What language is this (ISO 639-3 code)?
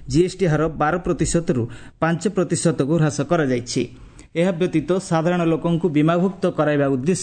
ori